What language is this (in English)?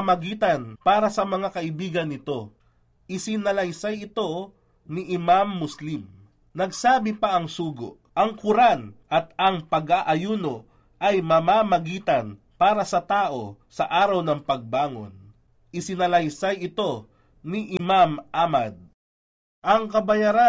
Filipino